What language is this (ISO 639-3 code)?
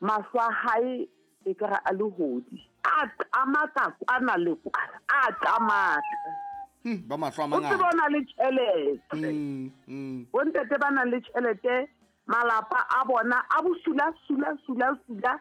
sot